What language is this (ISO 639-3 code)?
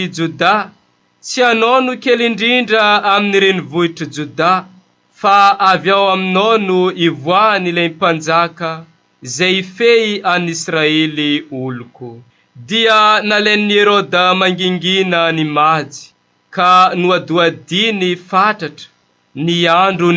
mlg